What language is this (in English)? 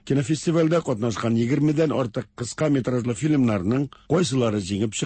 Tatar